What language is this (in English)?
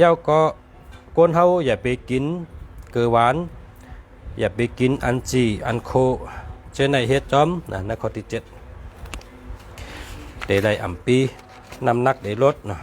Shan